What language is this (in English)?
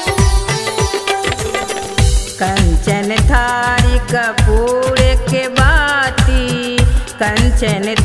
Maithili